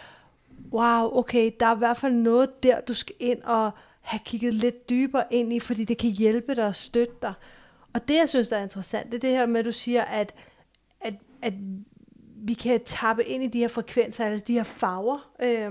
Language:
Danish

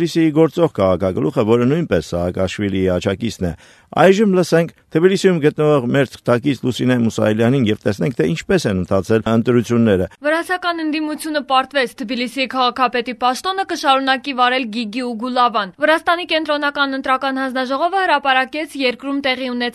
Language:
Armenian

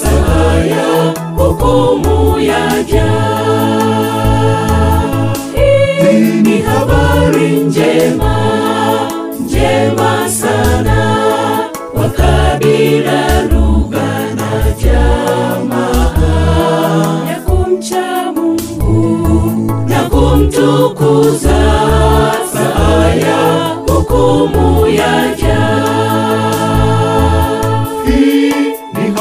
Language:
Swahili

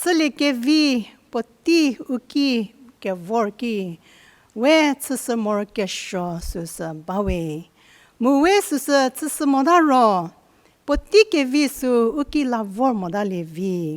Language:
Angami Naga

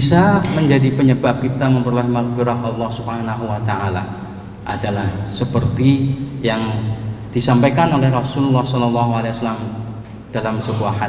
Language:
Indonesian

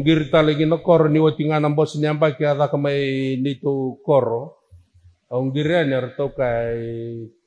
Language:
Fijian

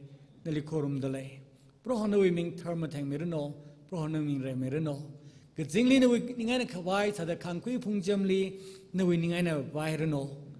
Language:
Tangkhul Naga (India)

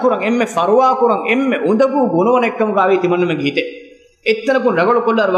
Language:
Divehi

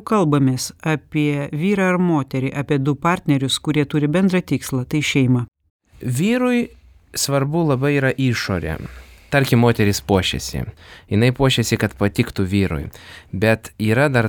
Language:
Lithuanian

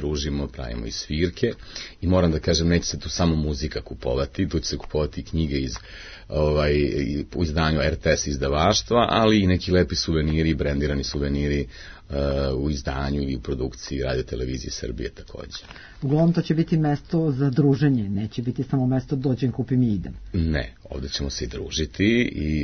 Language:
Serbian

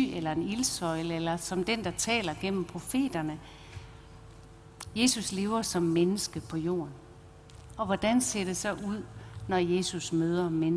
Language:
Danish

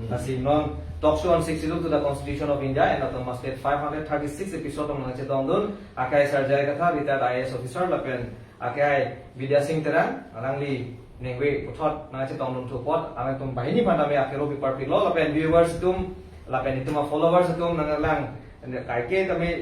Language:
Karbi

